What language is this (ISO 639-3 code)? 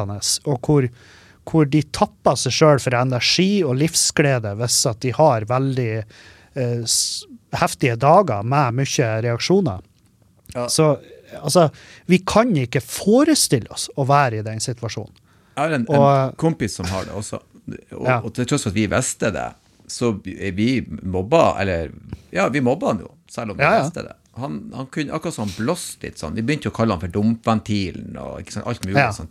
nor